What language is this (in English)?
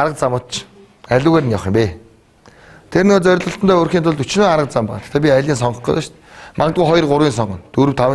Mongolian